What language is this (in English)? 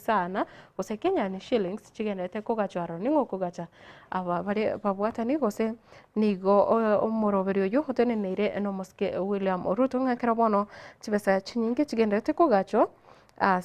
Gusii